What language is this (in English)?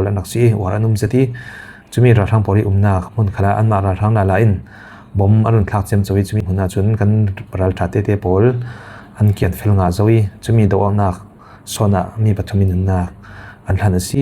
Falam Chin